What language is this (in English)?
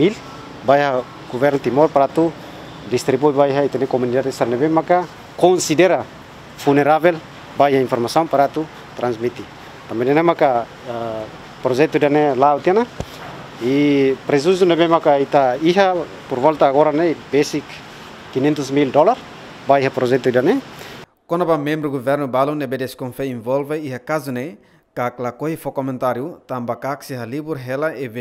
Tetum